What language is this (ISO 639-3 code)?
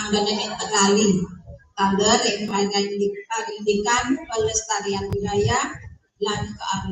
ban